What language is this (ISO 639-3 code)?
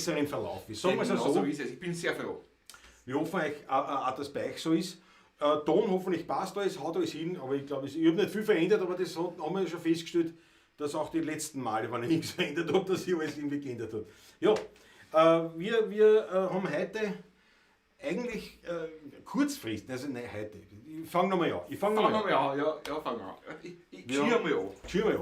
bar